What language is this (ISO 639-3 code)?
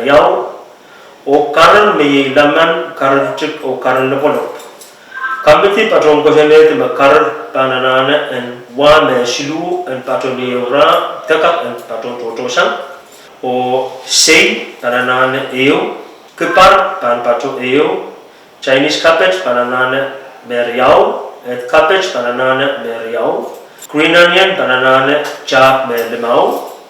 pon